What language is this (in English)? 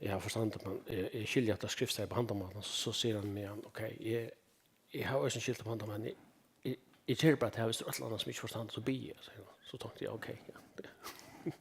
Faroese